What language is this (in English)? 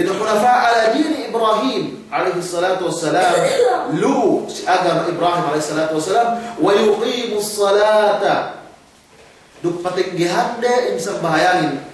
Yakan